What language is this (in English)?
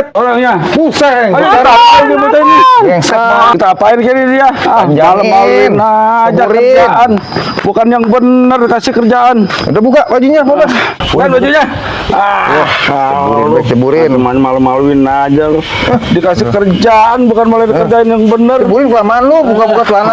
Betawi